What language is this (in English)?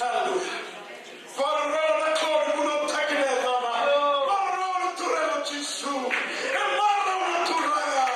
Fijian